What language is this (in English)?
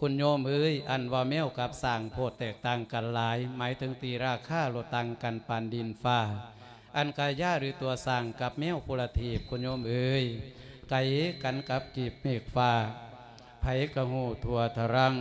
Lao